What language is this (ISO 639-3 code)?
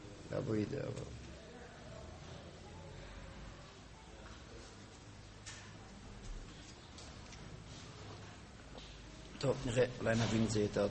heb